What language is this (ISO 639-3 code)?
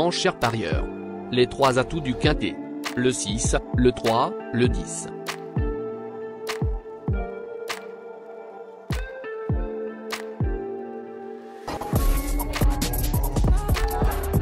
fra